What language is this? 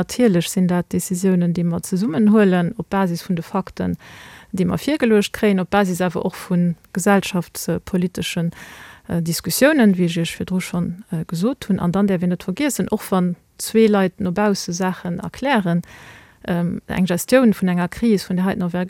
Luxembourgish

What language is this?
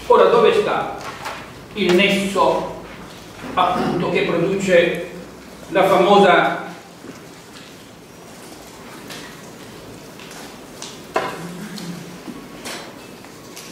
Italian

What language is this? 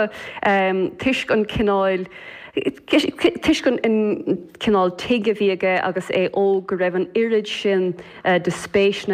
Irish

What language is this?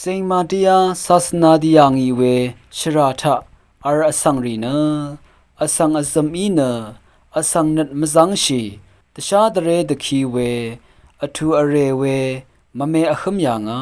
Rawang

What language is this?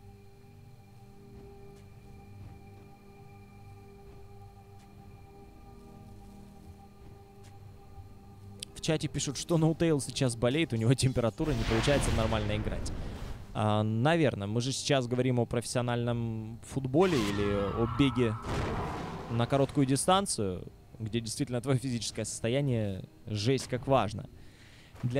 Russian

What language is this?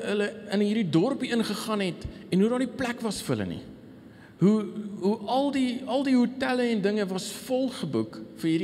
Afrikaans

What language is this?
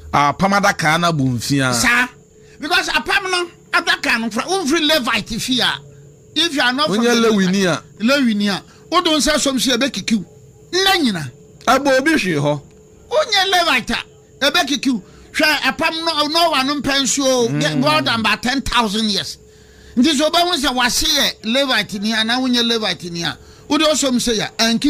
Akan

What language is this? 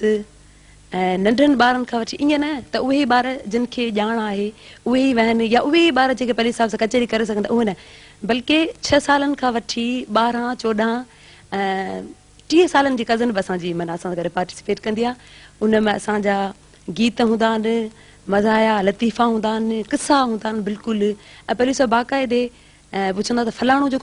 Sindhi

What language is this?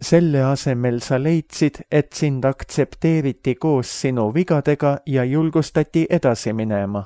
Estonian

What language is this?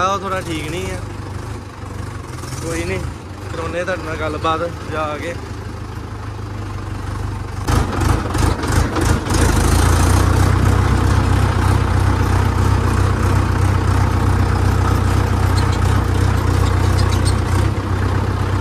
Punjabi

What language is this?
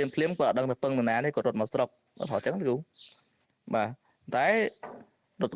Khmer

